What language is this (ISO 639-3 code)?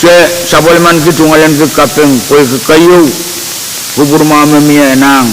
pon